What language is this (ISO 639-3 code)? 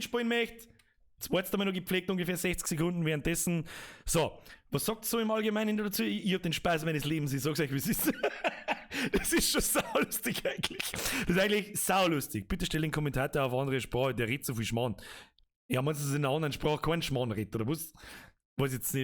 bar